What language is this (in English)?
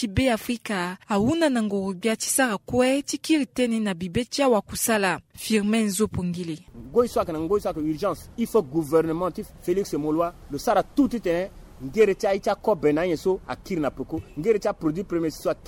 Sango